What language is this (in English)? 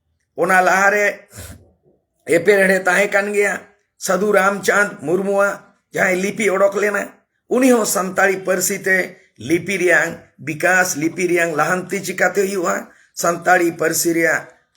Santali